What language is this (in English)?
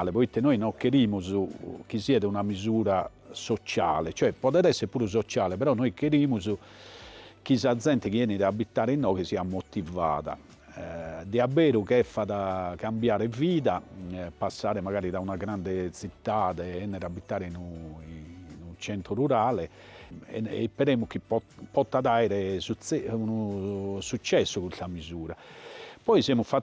Sardinian